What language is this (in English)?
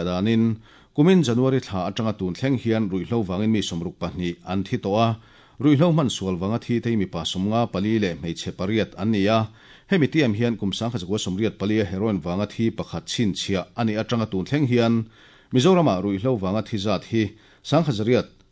Mizo